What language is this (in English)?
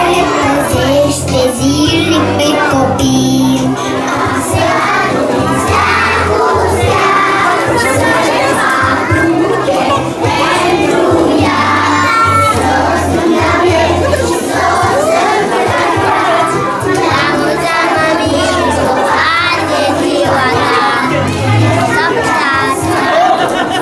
Romanian